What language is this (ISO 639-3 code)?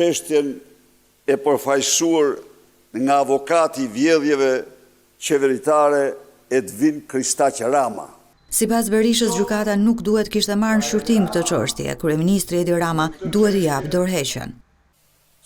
sqi